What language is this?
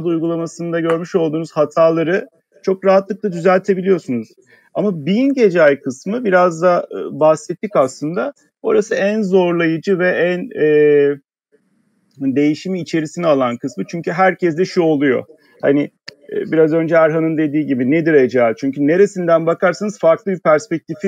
Turkish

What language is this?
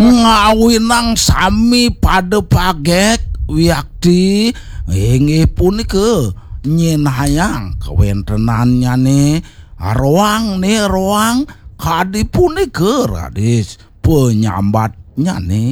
Balinese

